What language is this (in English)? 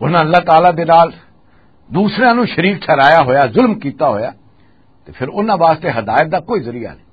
Western Panjabi